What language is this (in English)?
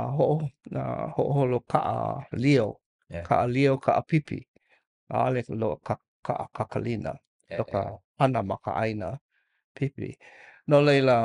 Hawaiian